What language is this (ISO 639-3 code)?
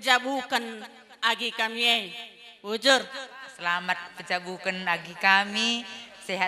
btx